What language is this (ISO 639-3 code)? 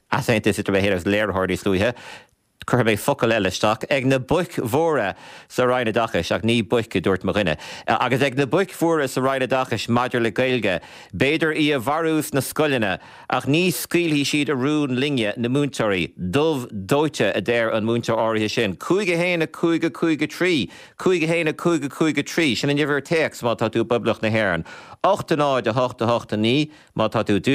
gle